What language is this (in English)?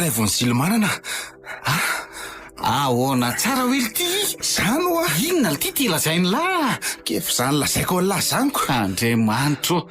Malagasy